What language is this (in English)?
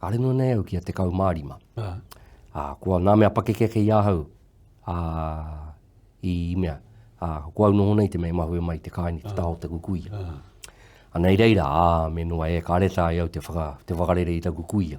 Māori